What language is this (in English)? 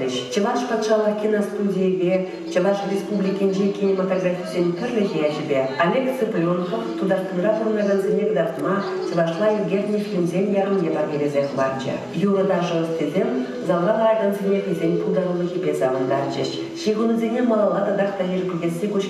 Chuvash